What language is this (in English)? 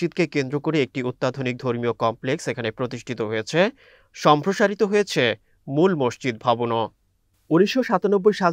Bangla